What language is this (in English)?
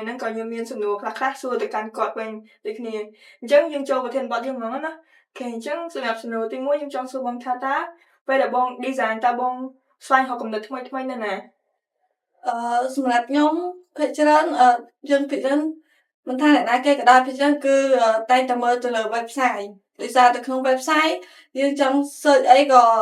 Khmer